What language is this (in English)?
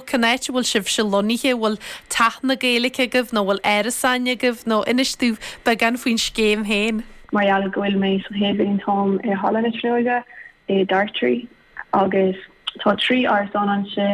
Irish